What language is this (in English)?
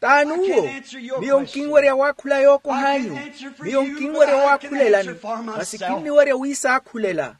Makhuwa